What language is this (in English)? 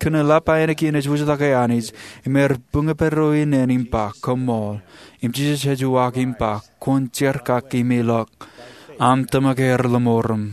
Marshallese